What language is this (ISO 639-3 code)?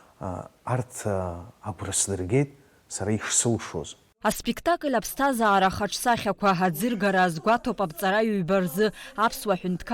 abk